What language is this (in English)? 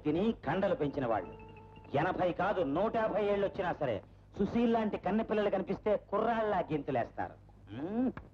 Telugu